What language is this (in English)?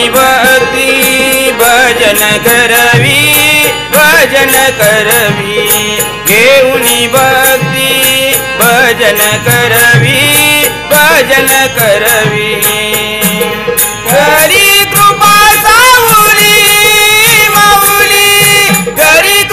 Marathi